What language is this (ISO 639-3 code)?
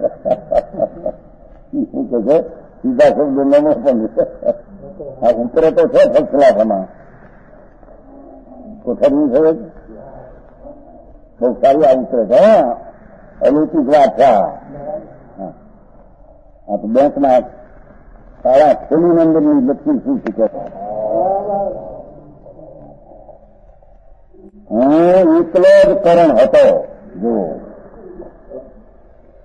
guj